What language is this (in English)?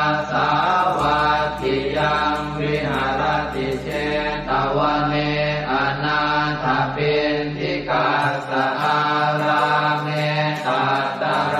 Pali